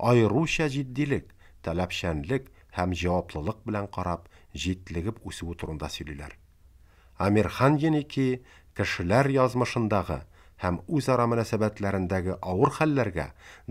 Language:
Tatar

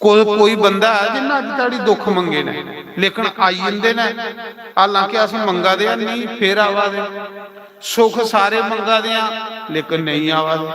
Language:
Dogri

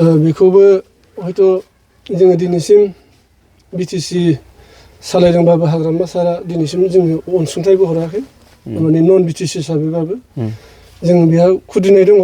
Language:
Bodo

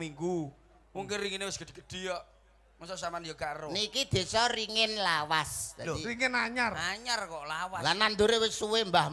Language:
Javanese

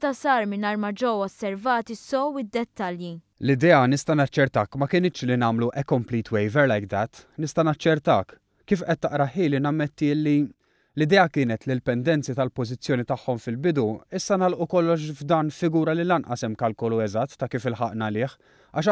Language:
Maltese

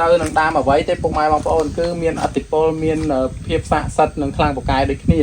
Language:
Khmer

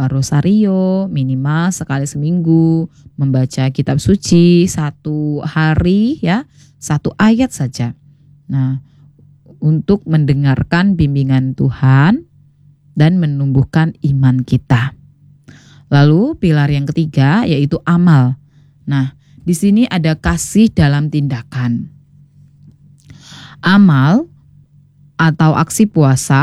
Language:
Indonesian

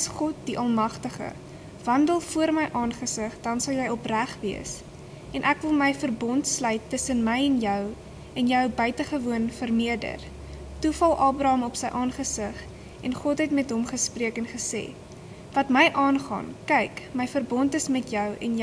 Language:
Afrikaans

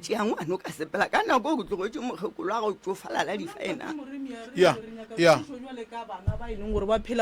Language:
Northern Sotho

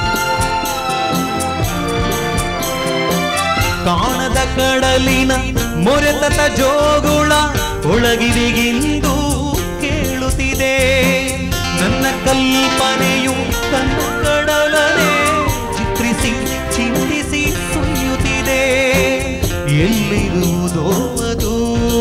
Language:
Kannada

